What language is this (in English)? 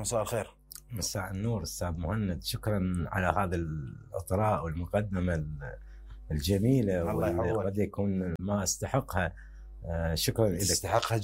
Mesopotamian Arabic